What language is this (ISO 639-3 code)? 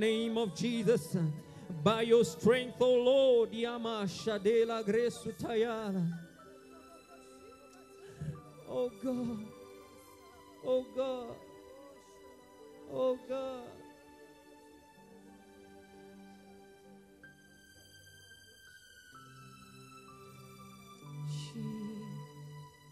swa